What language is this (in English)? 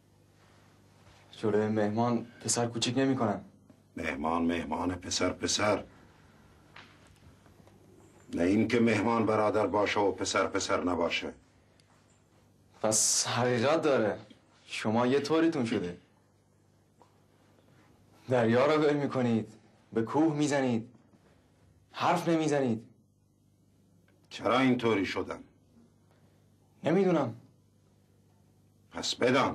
Persian